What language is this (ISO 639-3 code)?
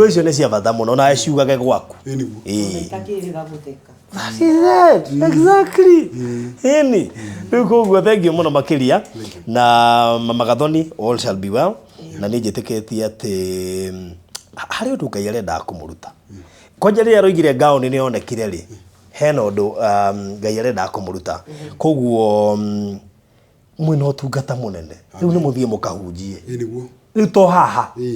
kik